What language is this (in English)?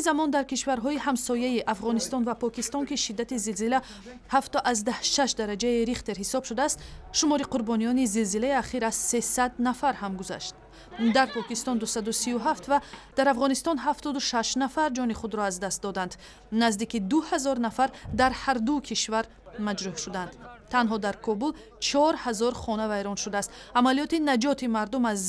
Tajik